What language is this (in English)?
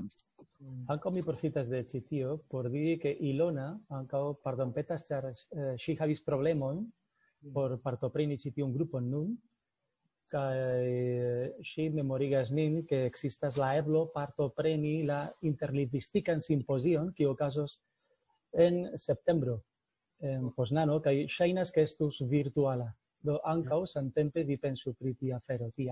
Esperanto